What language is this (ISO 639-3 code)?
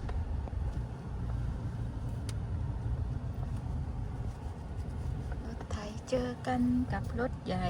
tts